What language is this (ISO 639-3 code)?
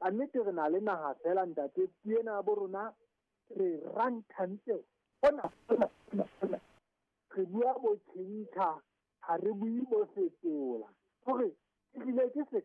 sot